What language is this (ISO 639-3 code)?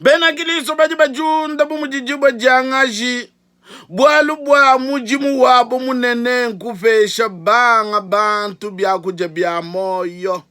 lua